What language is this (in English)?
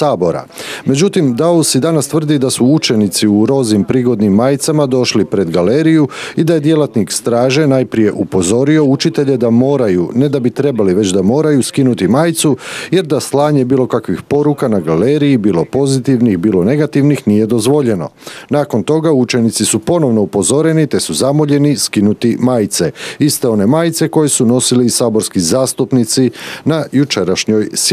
Croatian